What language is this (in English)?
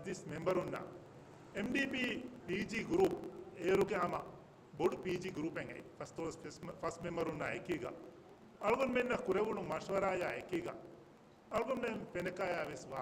Divehi